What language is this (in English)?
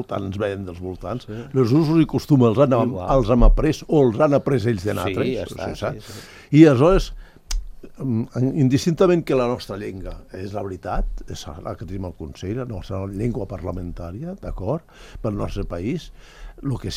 Catalan